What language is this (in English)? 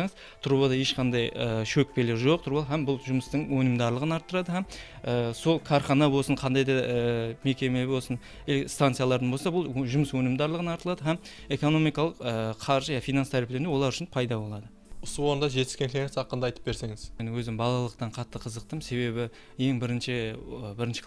Kara-Kalpak